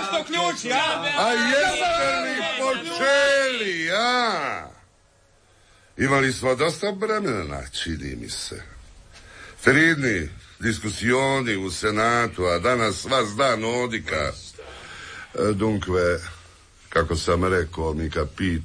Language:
Croatian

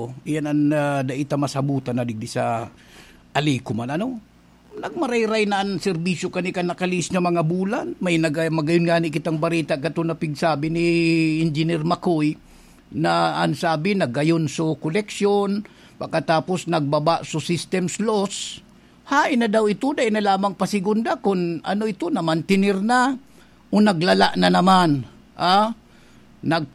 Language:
Bikol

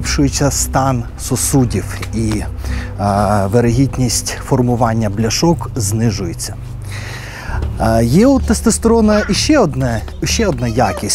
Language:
Ukrainian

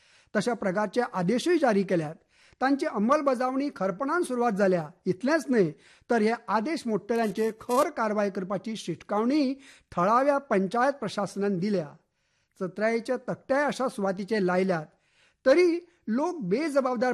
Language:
Konkani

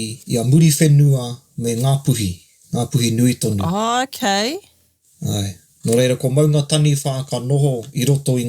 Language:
Māori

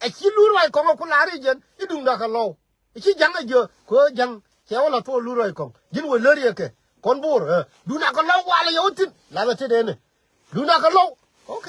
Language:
Nuer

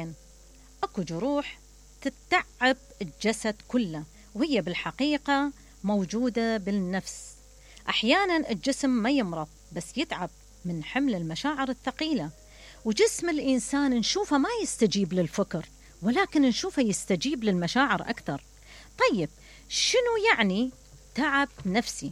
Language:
Mesopotamian Arabic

